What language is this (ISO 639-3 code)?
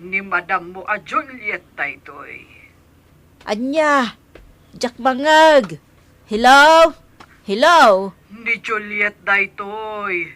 ilo